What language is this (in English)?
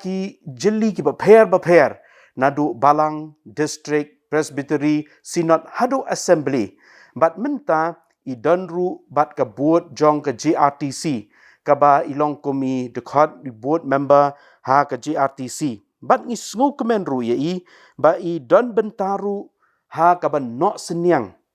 Khasi